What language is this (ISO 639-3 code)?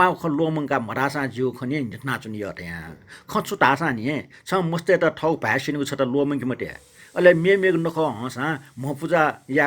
new